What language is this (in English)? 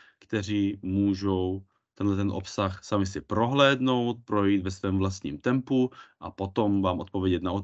Czech